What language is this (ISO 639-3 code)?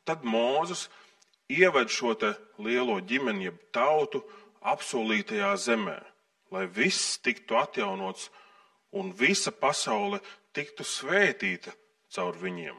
lav